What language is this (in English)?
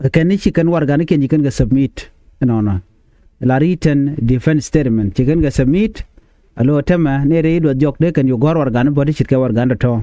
Nuer